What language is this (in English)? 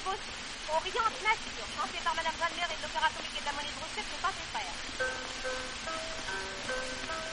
French